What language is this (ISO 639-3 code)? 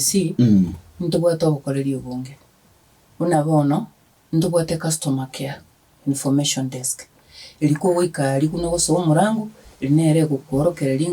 guz